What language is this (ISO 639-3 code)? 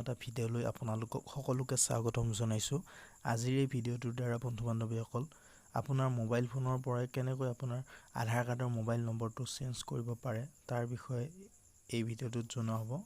asm